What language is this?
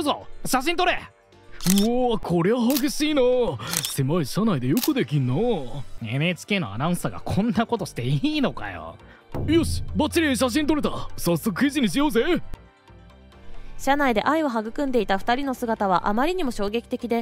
Japanese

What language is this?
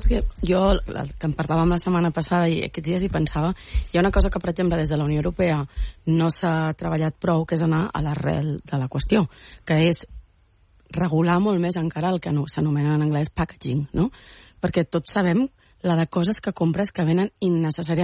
Catalan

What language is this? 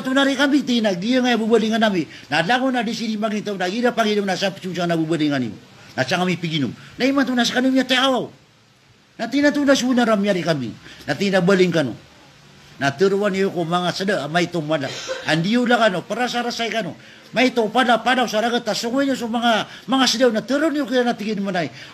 Maranao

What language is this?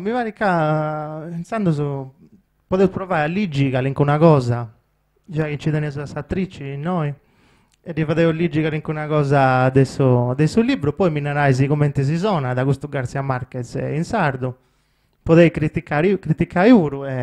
Sardinian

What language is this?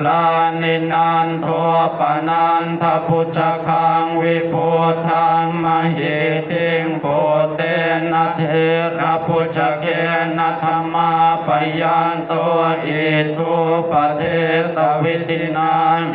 Pali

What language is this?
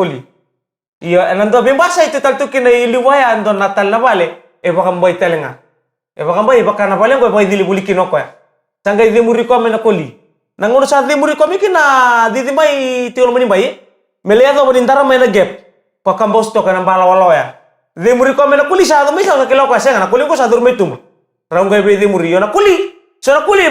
Fijian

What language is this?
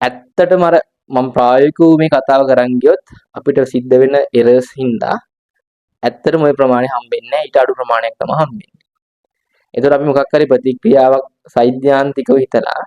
Sinhala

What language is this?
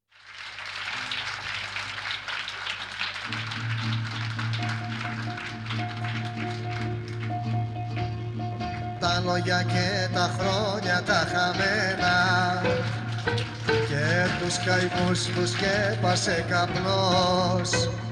Greek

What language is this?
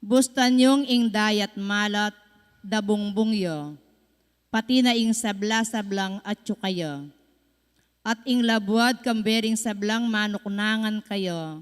Pampanga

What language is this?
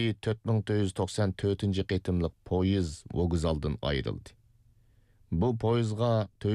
Uyghur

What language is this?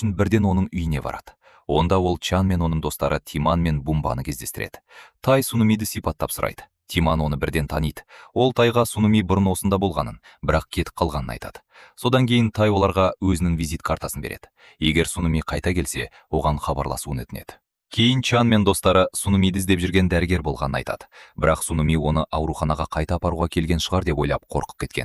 Kazakh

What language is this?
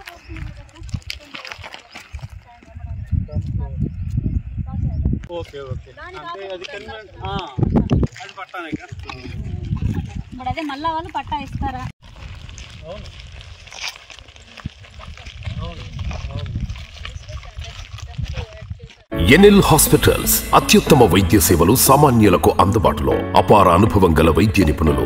Telugu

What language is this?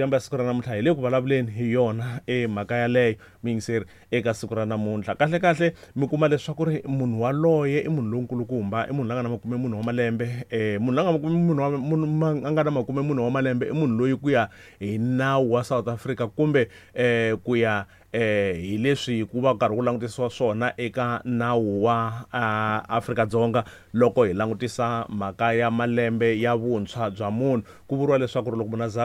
Tsonga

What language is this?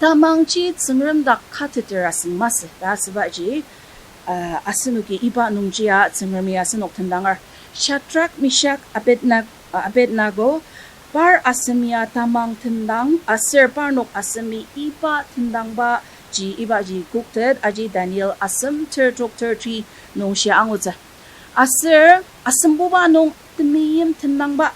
Ao Naga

